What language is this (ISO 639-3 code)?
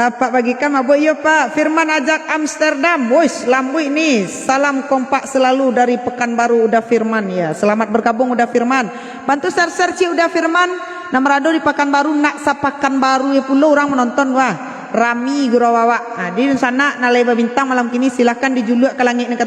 min